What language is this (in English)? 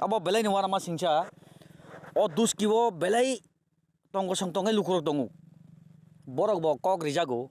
Kok Borok